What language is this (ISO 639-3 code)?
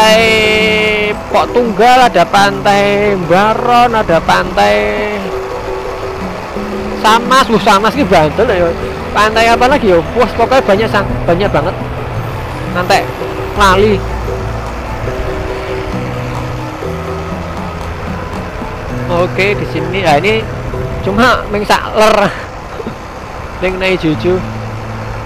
ind